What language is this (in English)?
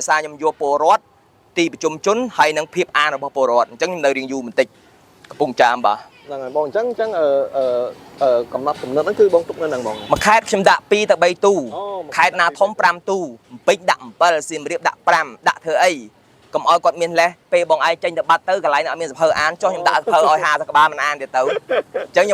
Khmer